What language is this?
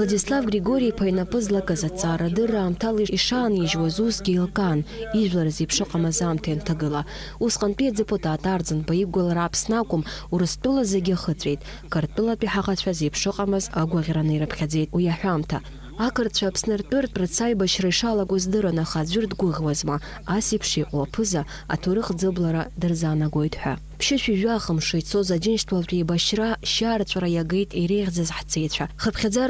Abkhazian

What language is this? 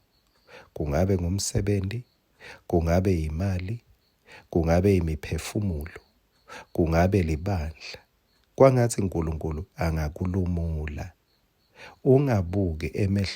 Swati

